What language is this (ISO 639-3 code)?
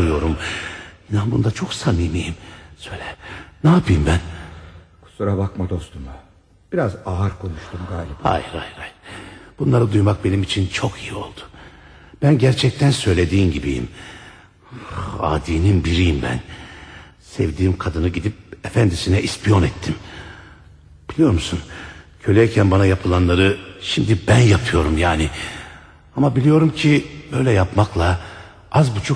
tur